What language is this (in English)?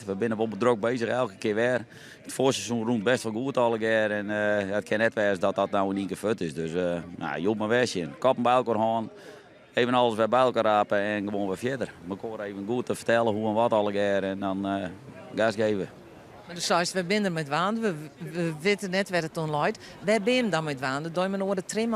Western Frisian